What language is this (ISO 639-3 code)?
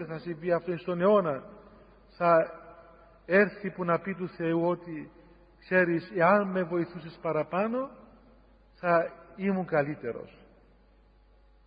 ell